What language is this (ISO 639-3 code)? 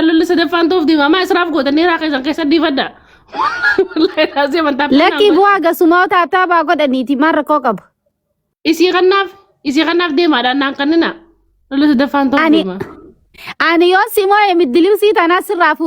orm